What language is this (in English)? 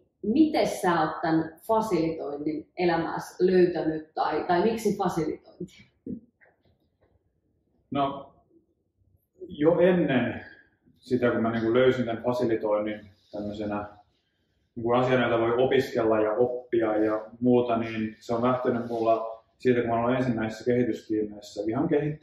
Finnish